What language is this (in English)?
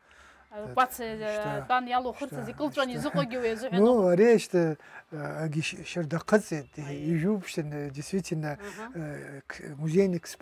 Abkhazian